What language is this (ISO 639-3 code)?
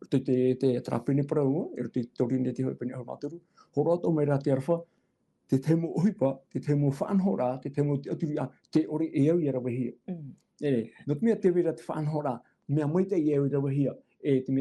tah